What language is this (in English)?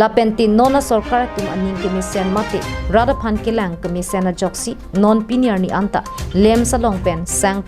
Karbi